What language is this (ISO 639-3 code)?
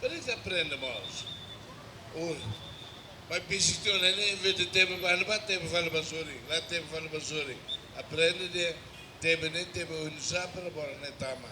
tet